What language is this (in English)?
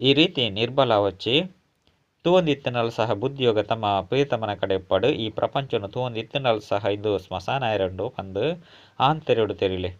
Tulu